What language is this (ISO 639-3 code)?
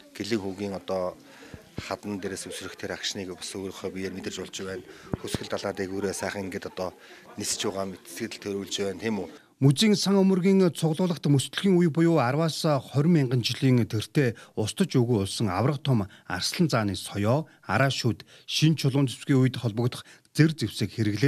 mon